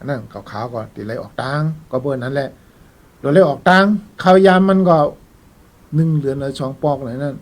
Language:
Shan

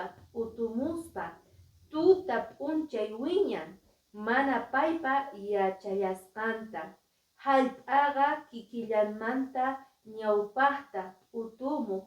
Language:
Quechua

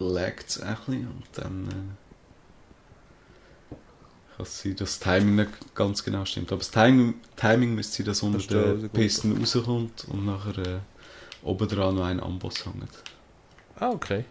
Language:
Swiss German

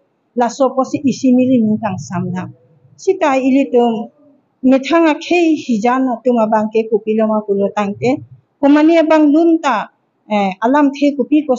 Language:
Karbi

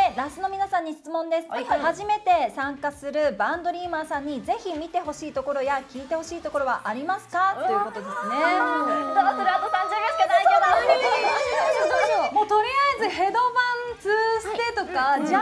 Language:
Japanese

